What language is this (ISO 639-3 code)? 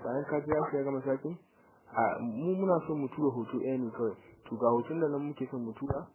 hau